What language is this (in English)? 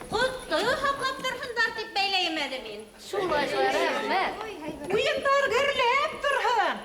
Bashkir